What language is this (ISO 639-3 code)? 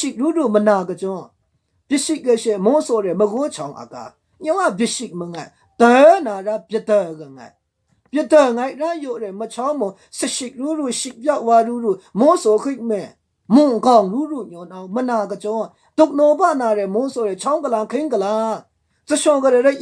mhx